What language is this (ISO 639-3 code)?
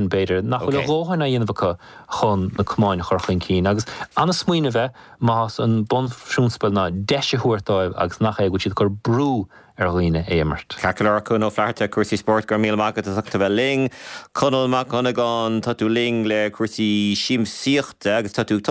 gle